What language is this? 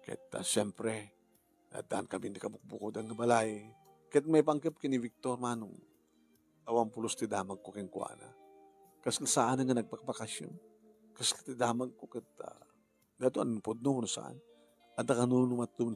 Iloko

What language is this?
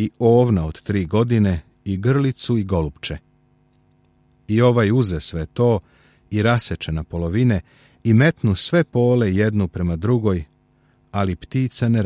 Serbian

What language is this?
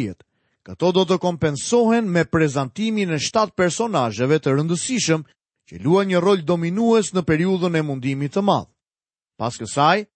Albanian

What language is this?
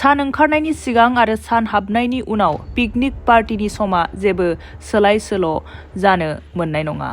Bodo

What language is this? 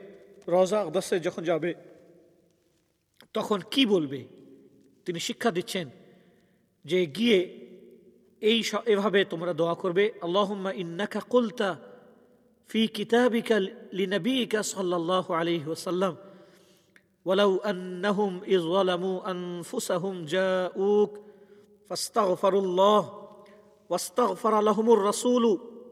Bangla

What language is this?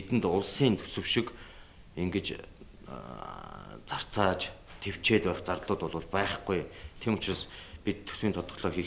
Mongolian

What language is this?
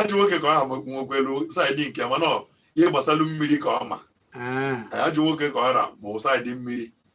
Igbo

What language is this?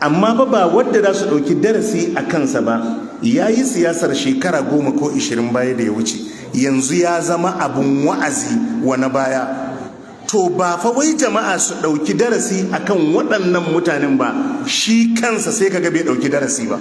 Hausa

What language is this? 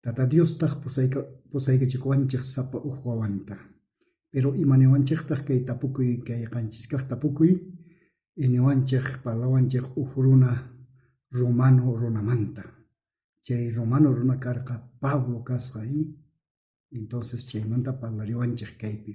South Bolivian Quechua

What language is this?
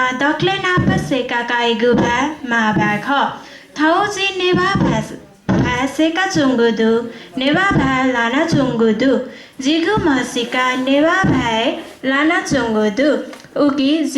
Newari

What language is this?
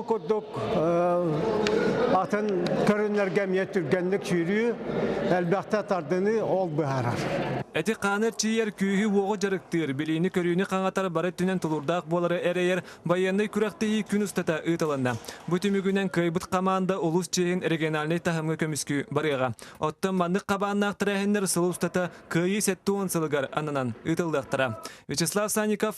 Yakut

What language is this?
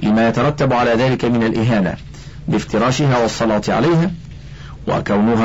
Arabic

